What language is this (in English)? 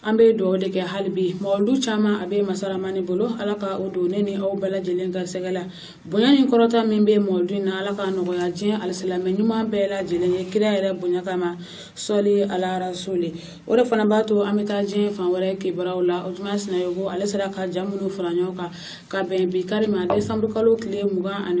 Bambara